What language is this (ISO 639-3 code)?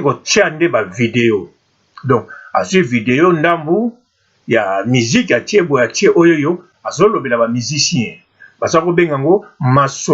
lin